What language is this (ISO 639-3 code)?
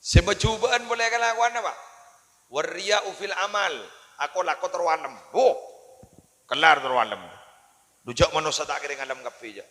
mad